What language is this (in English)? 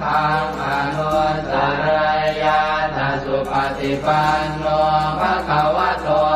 Pali